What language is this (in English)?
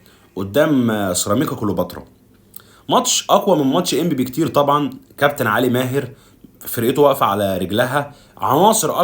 Egyptian Arabic